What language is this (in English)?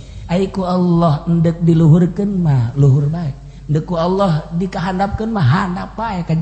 Sundanese